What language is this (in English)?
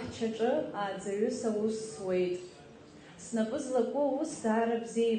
Abkhazian